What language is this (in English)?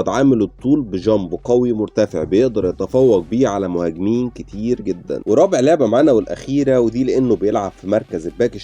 Egyptian Arabic